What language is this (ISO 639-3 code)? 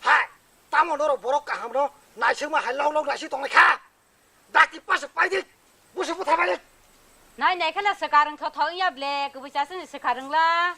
trp